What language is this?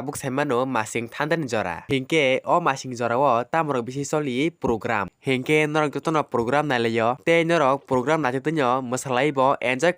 Kok Borok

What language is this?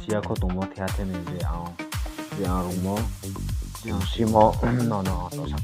Riang (India)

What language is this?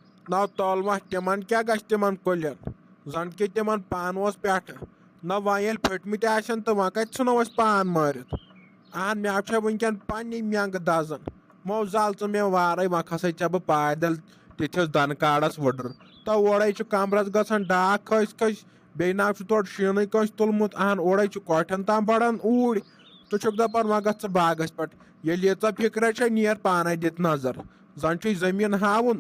Kashmiri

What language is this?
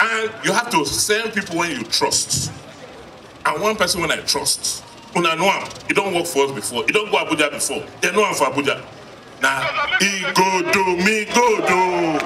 Nigerian Pidgin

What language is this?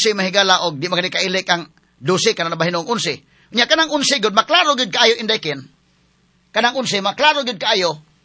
Cebuano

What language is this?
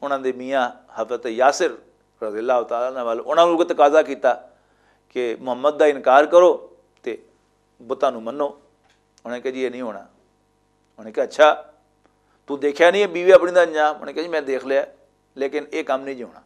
Western Panjabi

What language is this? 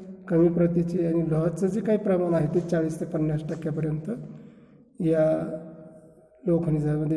Marathi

